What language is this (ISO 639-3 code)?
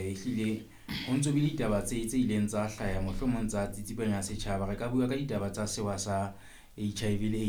sot